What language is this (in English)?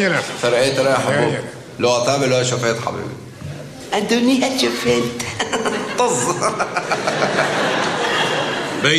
Hebrew